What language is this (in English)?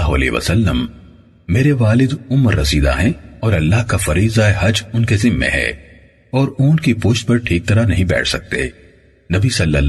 Urdu